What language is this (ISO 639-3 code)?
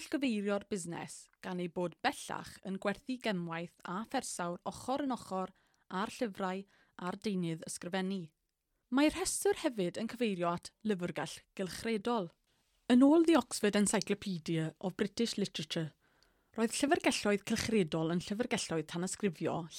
cym